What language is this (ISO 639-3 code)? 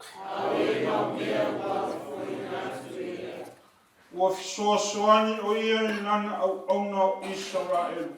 smo